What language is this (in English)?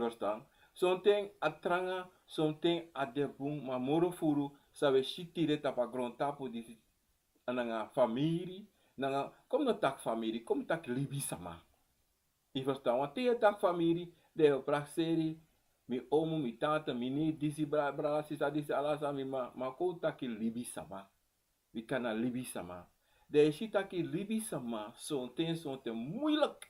Sranan Tongo